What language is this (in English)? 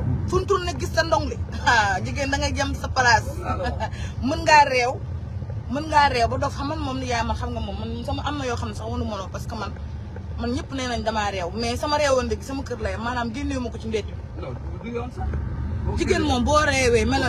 Wolof